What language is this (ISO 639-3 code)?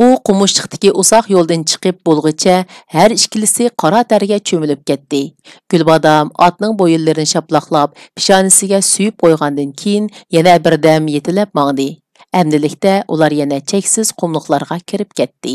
uig